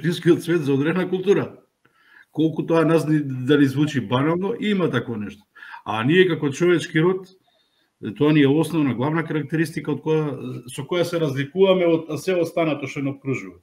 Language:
Macedonian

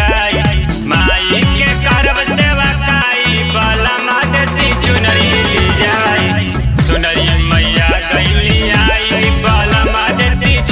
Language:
Bhojpuri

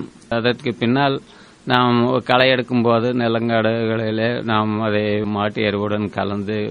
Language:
Tamil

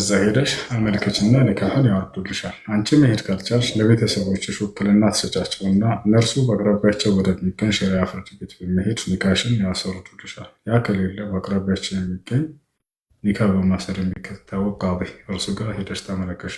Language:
Amharic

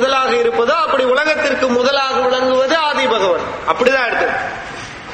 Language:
Tamil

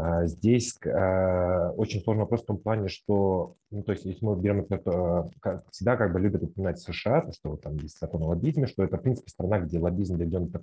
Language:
Russian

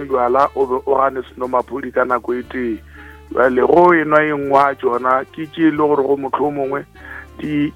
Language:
Northern Sotho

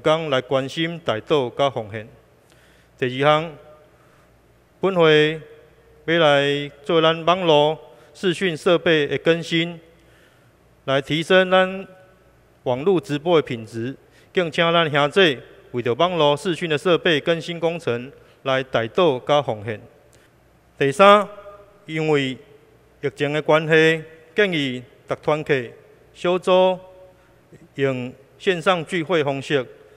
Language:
Min Nan Chinese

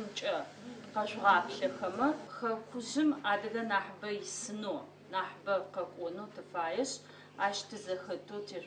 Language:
Adyghe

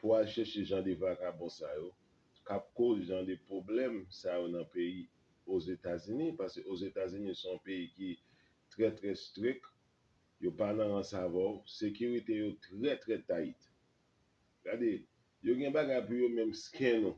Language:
Haitian Creole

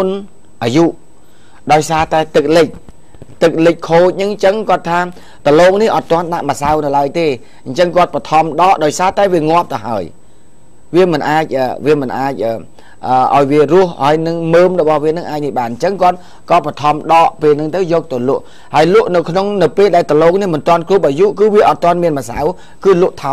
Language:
Khmer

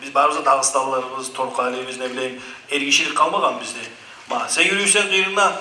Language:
Kumyk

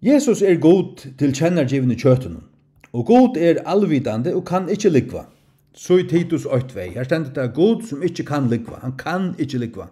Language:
Faroese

